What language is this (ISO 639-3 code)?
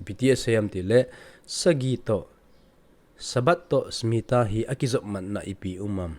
tcz